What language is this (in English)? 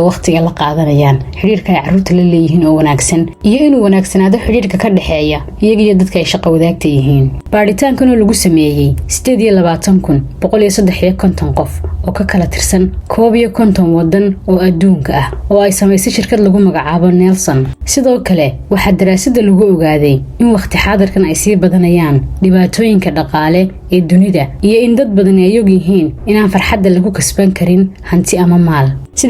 Somali